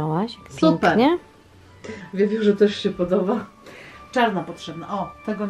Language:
Polish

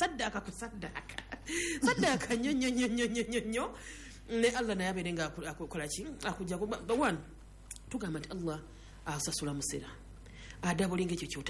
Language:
Ganda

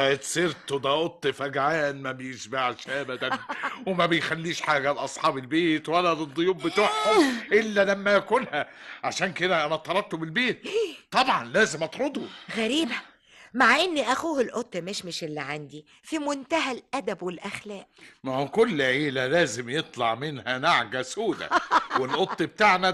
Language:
Egyptian Arabic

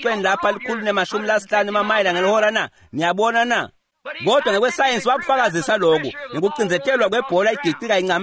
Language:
Swati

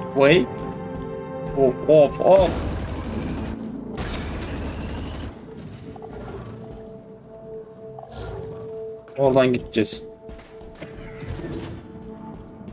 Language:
Turkish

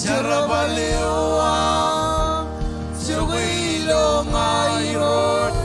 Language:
Marshallese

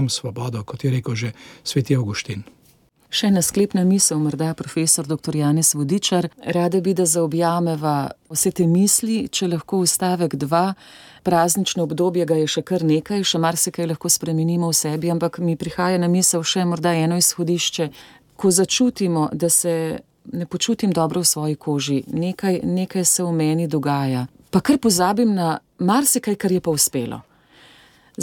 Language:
Slovenian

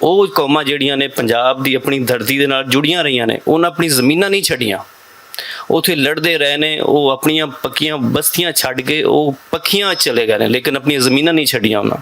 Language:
Western Panjabi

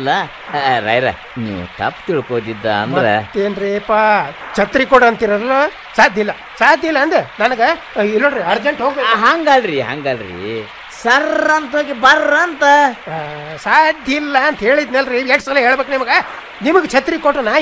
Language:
Kannada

